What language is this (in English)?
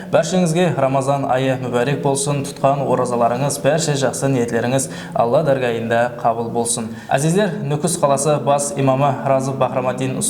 Kara-Kalpak